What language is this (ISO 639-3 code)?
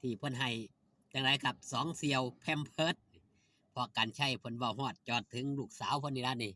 tts